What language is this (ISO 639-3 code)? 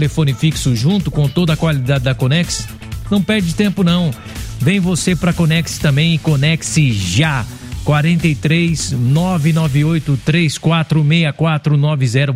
por